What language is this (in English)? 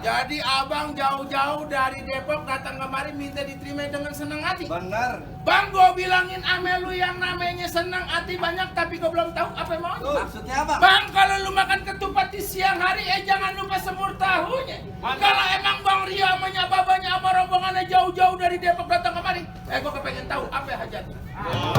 Betawi